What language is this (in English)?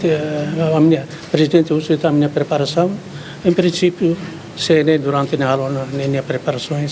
Tetum